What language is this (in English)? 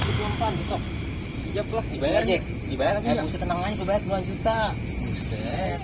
Betawi